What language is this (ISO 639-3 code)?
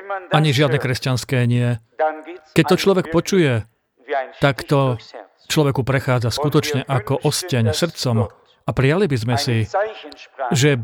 slk